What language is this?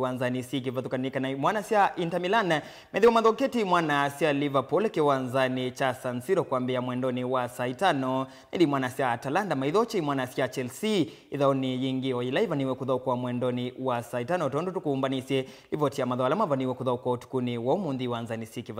Kamba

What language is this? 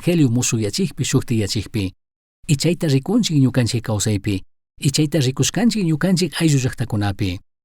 Chimborazo Highland Quichua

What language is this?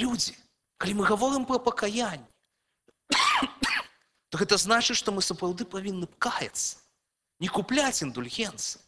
Belarusian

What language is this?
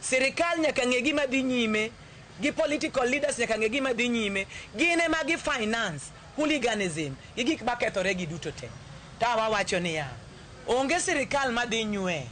Luo (Kenya and Tanzania)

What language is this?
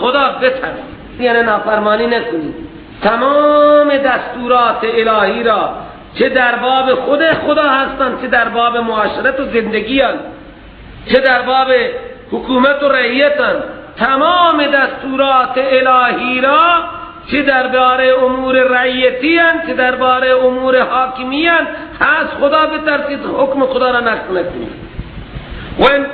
Persian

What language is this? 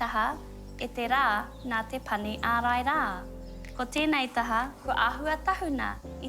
Māori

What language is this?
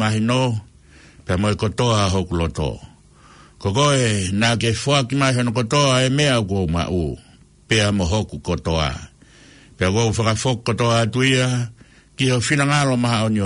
Tongan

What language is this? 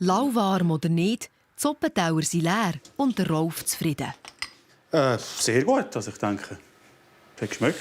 Swiss German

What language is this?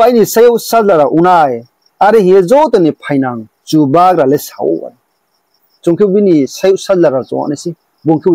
Riang (India)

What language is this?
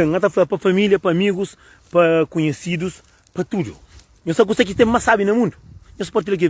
Kabuverdianu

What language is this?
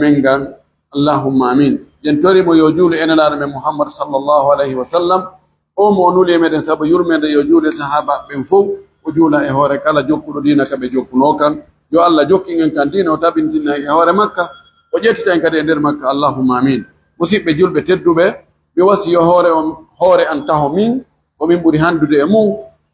Pular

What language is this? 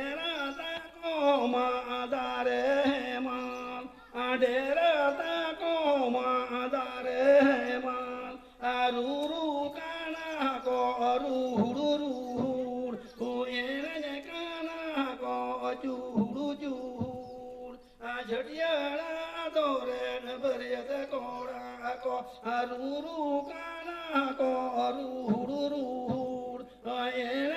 Santali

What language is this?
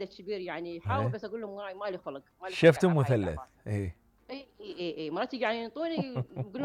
Mesopotamian Arabic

